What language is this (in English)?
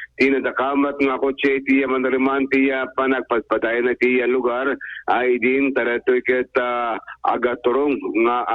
Iloko